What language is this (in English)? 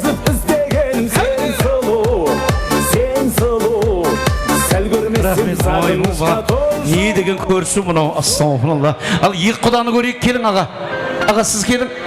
Kara-Kalpak